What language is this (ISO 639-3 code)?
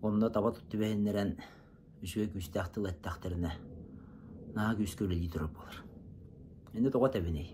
sah